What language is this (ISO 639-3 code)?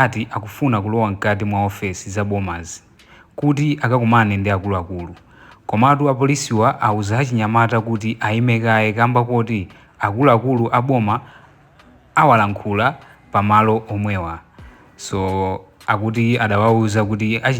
nya